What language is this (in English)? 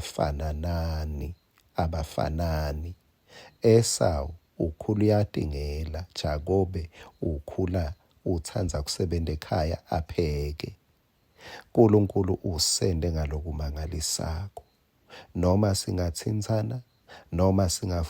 Swati